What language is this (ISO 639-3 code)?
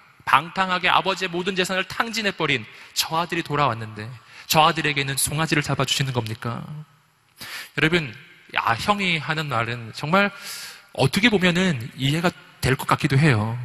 kor